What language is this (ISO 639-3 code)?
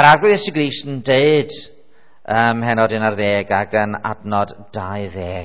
cym